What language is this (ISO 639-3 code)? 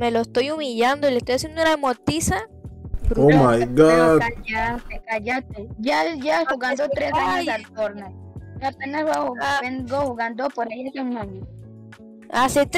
spa